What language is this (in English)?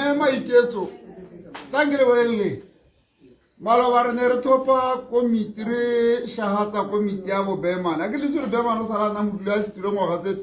Tswana